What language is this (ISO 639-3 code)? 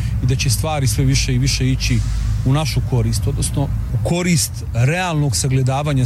hrv